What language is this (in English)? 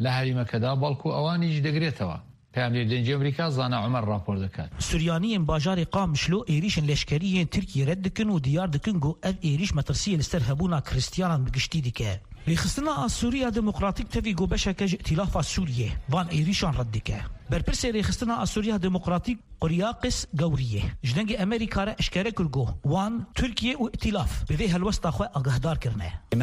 Kurdish